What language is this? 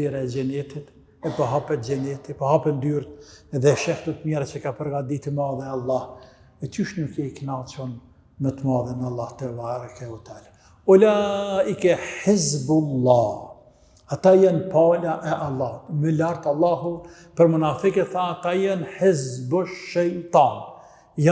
Albanian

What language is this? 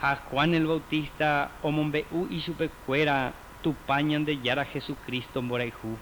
Guarani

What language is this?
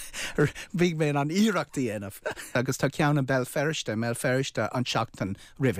Irish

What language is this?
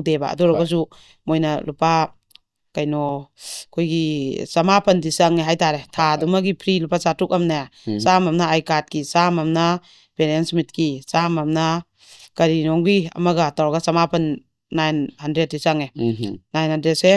Manipuri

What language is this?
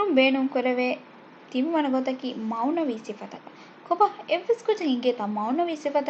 Divehi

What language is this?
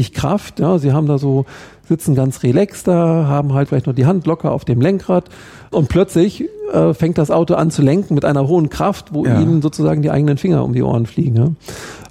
German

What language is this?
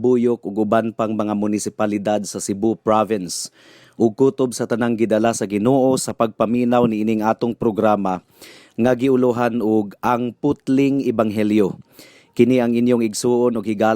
Cebuano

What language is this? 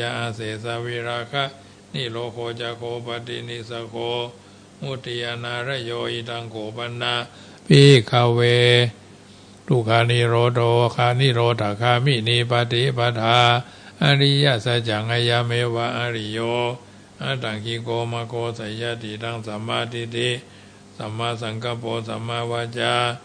Pali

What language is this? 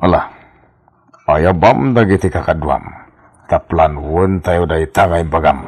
Iloko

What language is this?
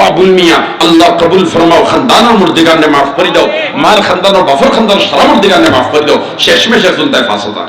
Sylheti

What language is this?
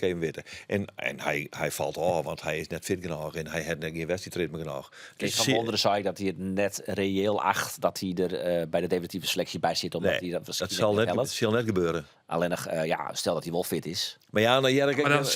Western Frisian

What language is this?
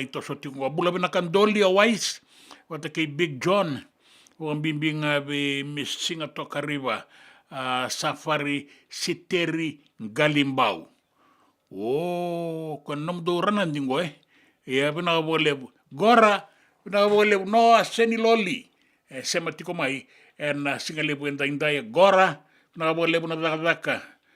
Fijian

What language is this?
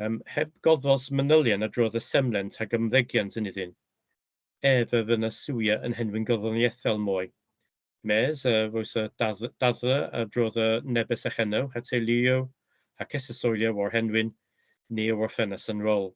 Cornish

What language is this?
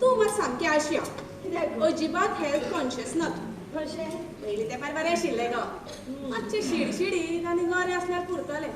Konkani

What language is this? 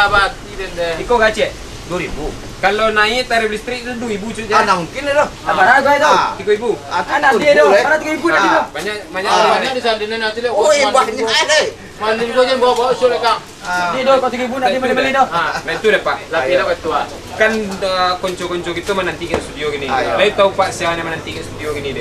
Minangkabau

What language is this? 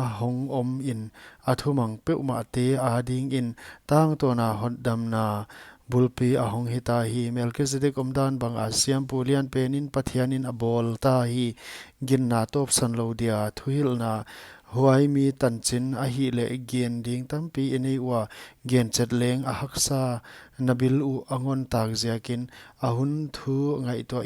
Paite Chin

